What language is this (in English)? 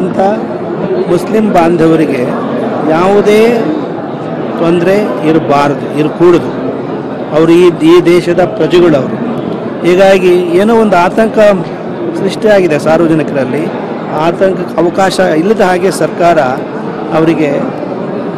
Kannada